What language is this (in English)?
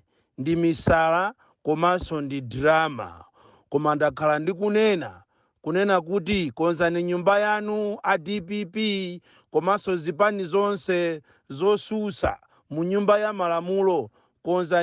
Nyanja